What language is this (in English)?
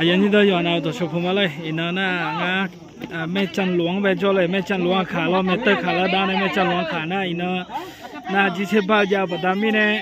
Akha